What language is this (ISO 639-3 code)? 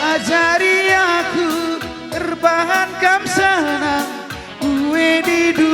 btx